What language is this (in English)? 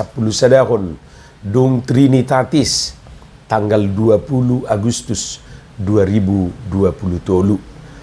Batak Toba